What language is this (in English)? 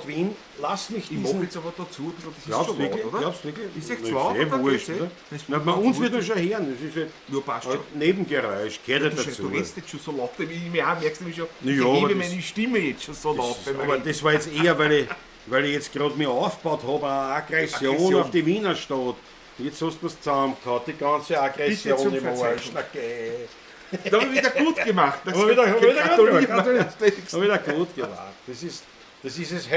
Bavarian